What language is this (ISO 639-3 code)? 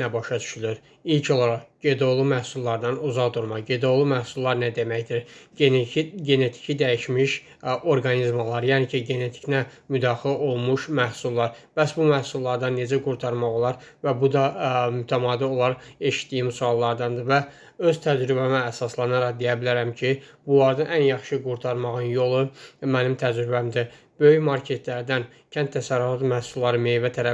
aze